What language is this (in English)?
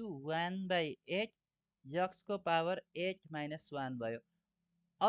Nepali